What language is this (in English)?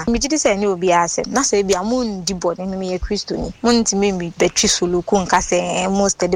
Akan